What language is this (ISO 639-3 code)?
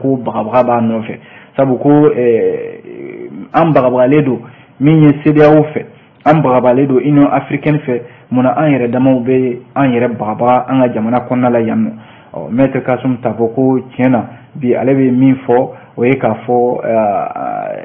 bam